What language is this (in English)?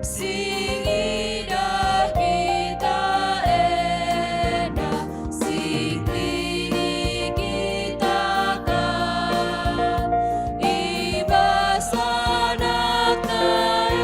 Batak Karo